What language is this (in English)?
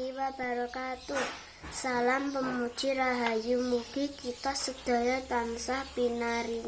Javanese